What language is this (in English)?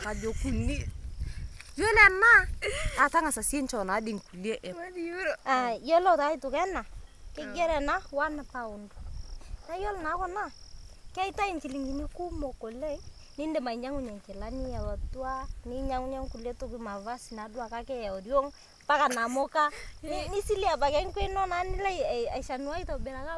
Masai